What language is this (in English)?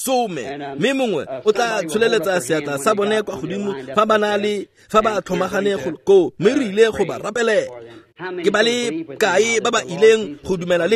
Tswana